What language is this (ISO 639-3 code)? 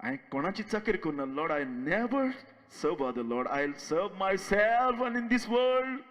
kok